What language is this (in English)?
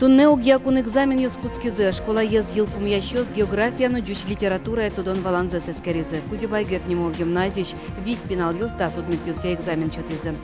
Udmurt